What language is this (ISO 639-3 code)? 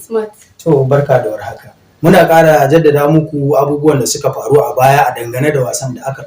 hau